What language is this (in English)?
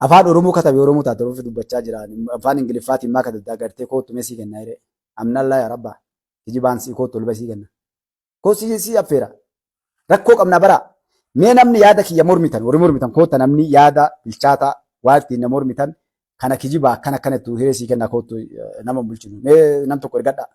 Oromo